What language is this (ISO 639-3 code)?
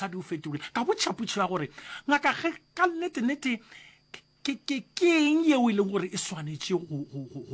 nso